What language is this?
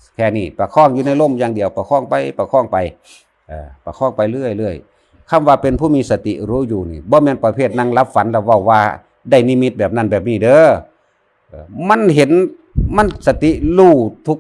Lao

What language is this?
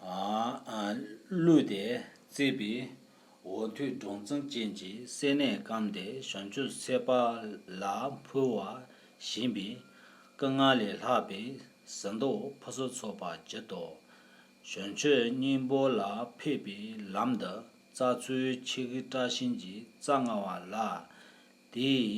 Tibetan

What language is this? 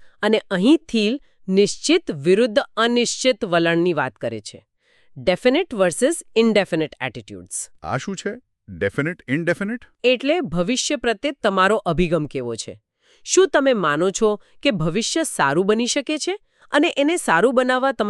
Gujarati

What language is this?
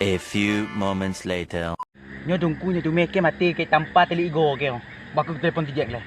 Achinese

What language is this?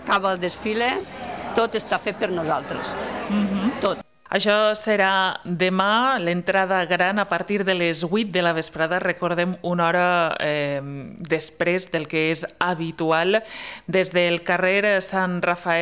Catalan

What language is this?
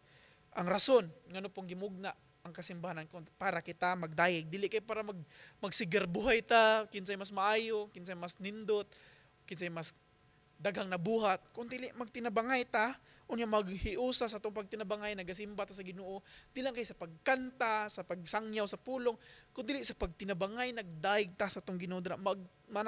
Cebuano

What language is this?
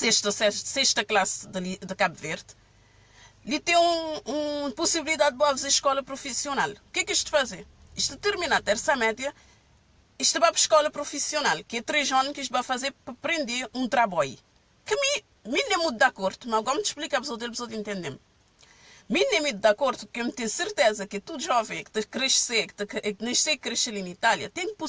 Kabuverdianu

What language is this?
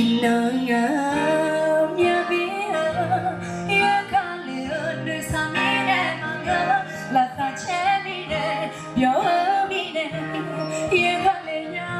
Akha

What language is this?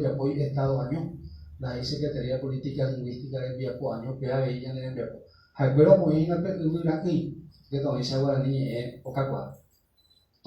Guarani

